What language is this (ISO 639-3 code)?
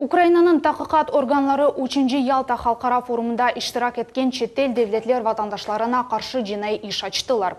crh